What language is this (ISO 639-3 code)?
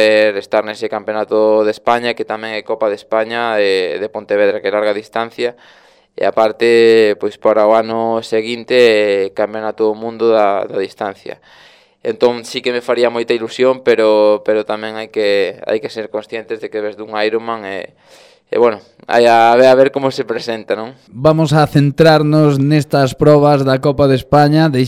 glg